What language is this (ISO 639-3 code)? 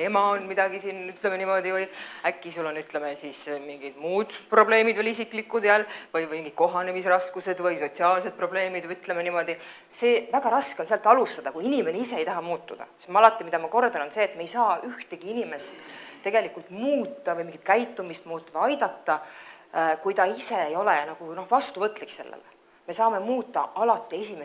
est